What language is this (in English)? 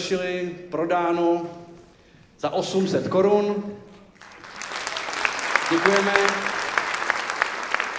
Czech